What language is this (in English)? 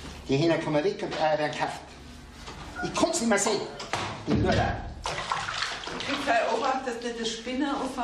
German